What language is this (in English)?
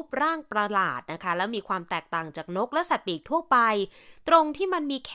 Thai